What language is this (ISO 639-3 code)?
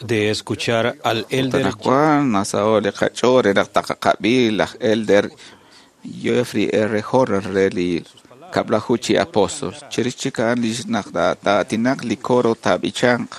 kek